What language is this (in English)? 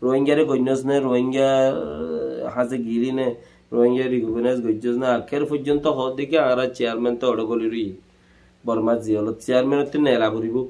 Rohingya